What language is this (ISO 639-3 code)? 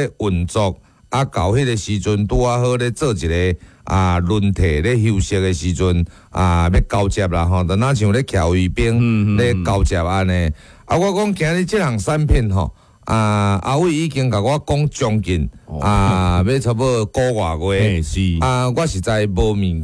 nan